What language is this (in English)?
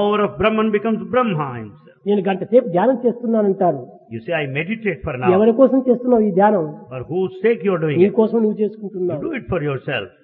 Telugu